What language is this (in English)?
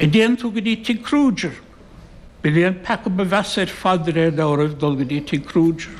Irish